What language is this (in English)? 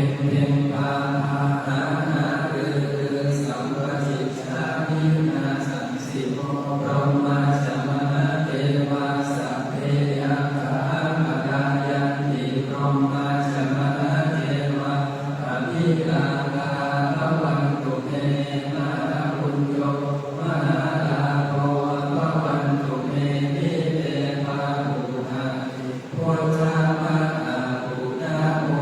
Pali